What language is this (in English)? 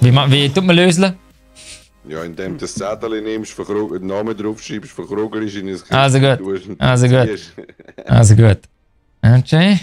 Swiss German